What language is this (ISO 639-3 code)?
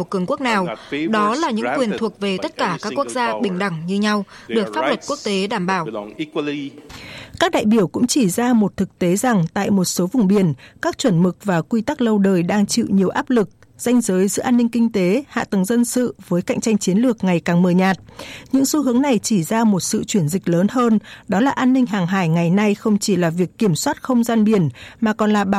vie